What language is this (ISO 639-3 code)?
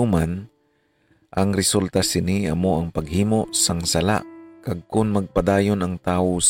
hil